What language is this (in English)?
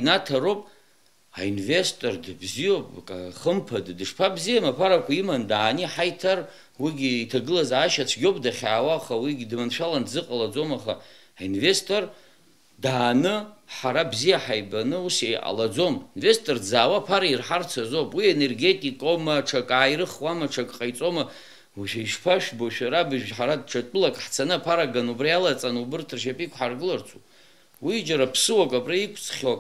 Abkhazian